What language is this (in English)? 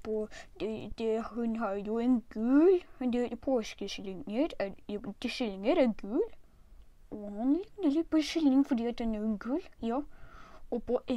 Norwegian